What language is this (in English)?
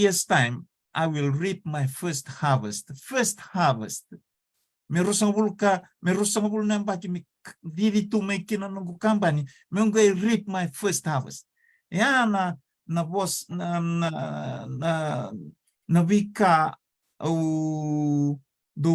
Fijian